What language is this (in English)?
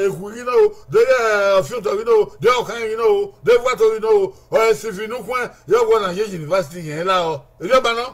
Bini